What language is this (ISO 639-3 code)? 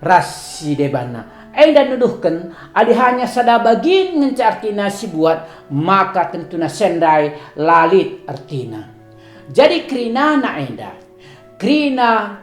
btx